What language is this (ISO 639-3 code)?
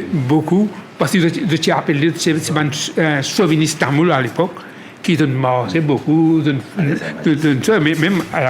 mfe